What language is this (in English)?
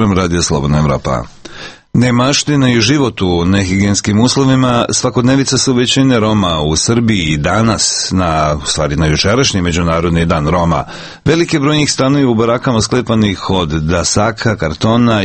Serbian